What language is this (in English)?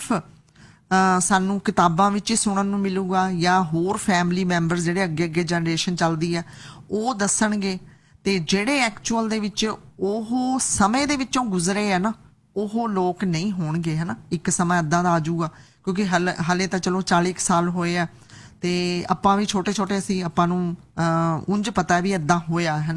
Punjabi